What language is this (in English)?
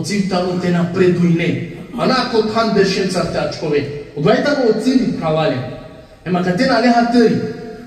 Balkan Romani